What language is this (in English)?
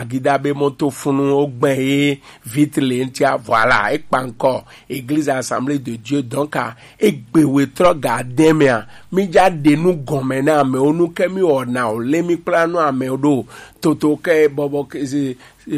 Gen